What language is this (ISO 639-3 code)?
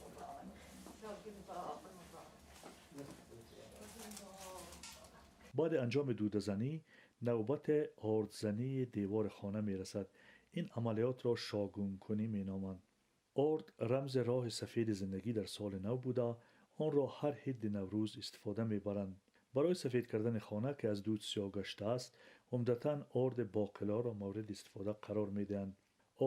fas